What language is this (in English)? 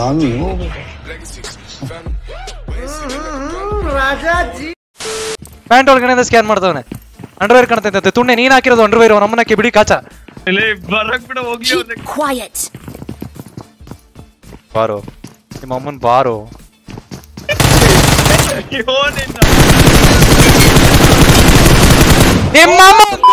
Kannada